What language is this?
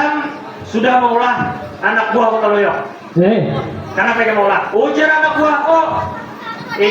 Banjar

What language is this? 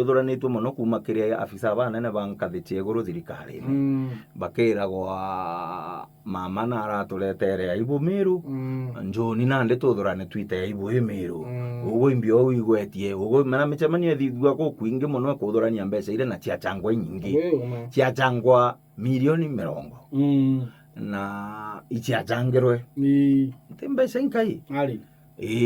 Meru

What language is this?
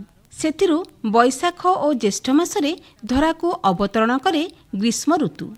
Odia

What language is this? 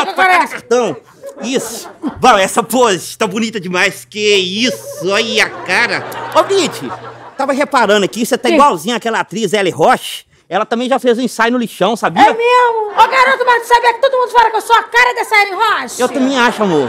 Portuguese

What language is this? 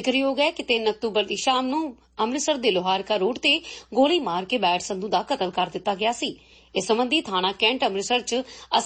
Punjabi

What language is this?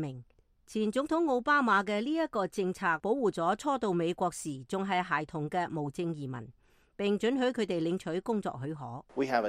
Cantonese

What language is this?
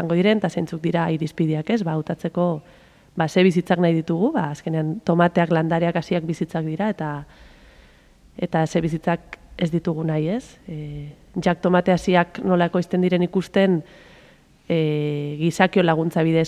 Basque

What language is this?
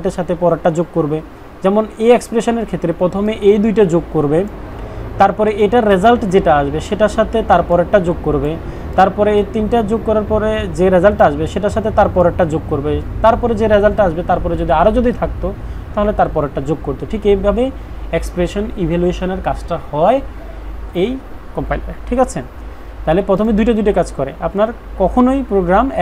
Bangla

